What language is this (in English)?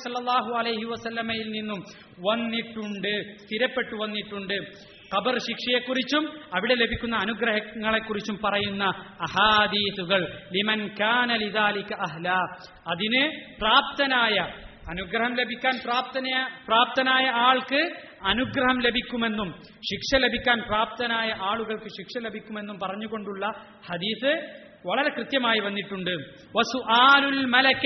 Malayalam